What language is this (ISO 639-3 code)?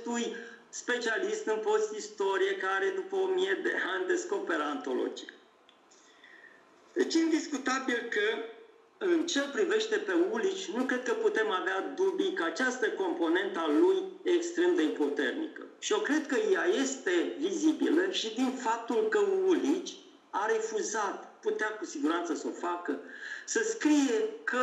ron